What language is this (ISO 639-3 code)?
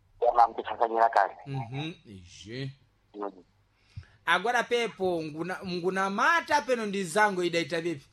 seh